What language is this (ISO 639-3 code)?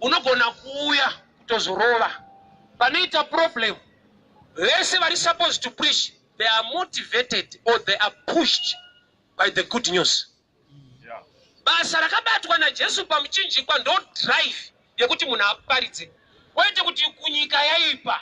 sna